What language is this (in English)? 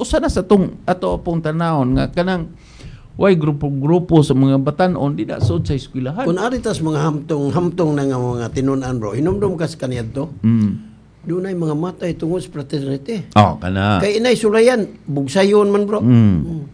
Cebuano